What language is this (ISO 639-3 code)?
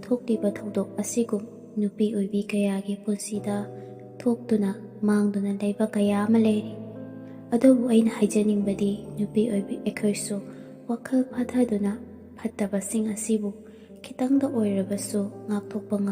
mni